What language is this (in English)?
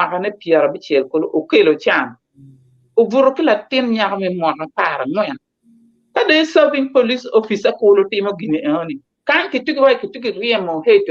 Acoli